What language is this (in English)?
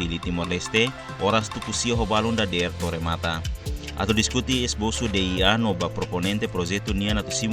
Tetum